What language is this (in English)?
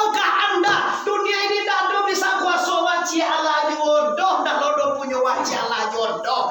Minangkabau